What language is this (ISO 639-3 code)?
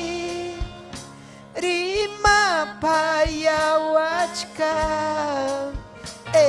quy